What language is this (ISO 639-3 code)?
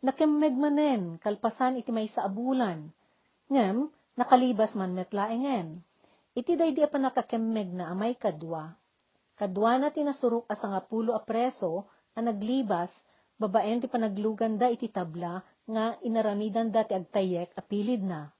ilo